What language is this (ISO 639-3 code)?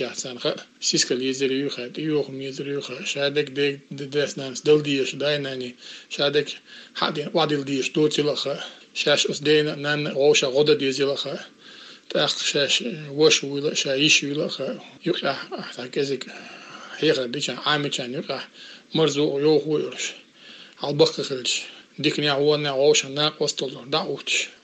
che